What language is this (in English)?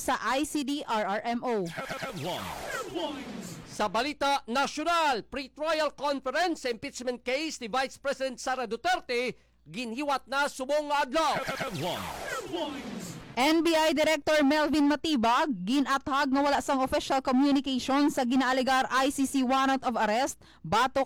Hiligaynon